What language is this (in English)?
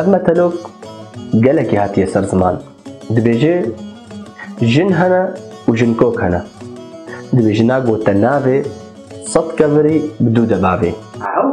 Kurdish